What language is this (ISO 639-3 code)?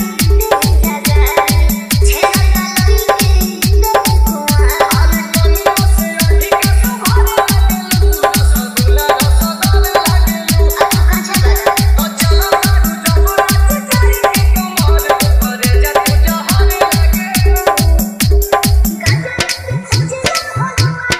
bho